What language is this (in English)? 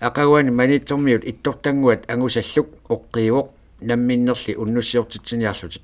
Kalaallisut